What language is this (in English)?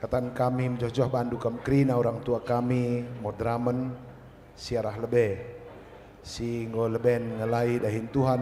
Batak Karo